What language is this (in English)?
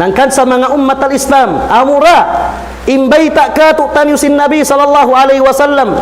Tausug